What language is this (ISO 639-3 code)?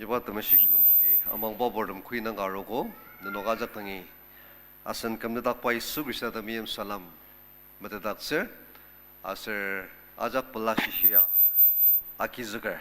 njo